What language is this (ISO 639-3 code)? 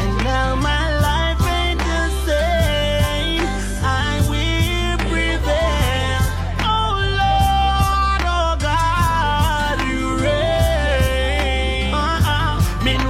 jam